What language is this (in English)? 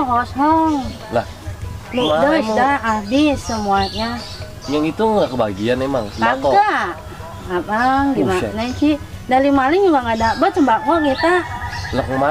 Betawi